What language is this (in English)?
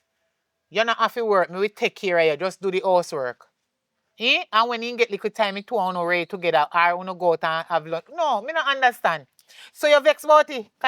Jamaican Creole English